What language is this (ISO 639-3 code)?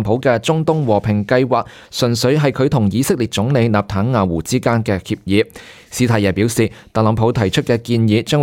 yue